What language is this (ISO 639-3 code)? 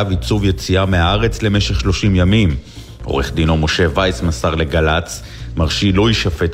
heb